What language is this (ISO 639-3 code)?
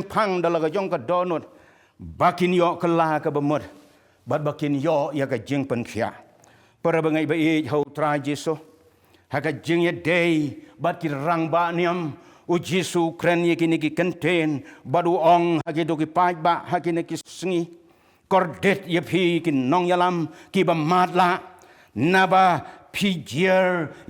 kha